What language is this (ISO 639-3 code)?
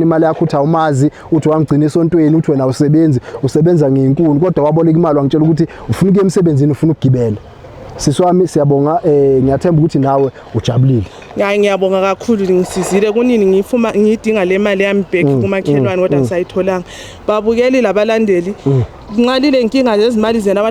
zul